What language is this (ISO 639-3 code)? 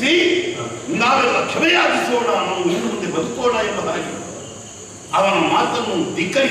kan